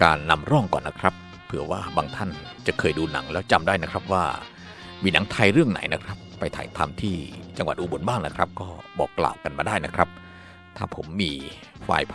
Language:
Thai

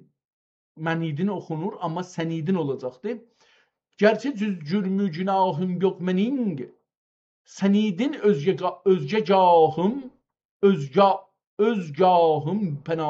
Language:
South Azerbaijani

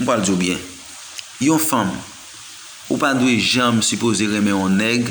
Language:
Haitian Creole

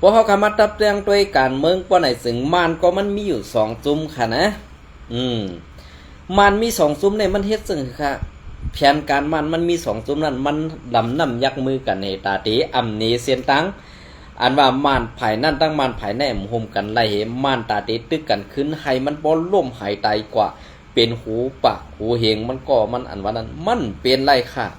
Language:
Shan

